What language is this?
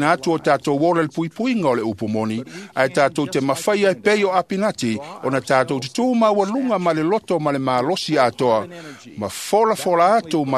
Samoan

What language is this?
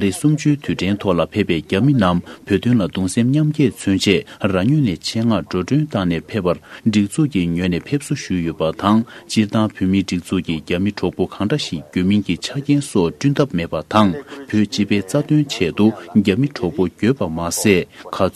Tibetan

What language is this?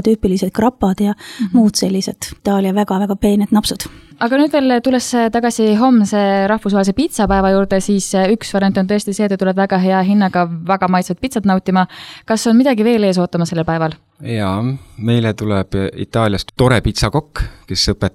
Estonian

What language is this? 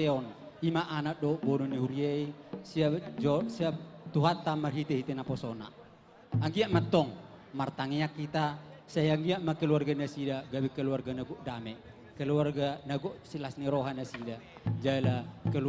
Batak Toba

